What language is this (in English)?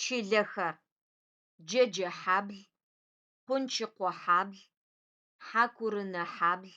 Adyghe